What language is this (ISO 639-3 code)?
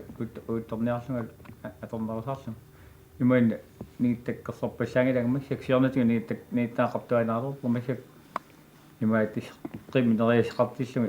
kal